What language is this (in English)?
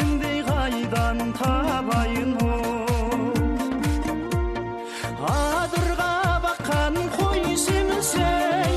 Kazakh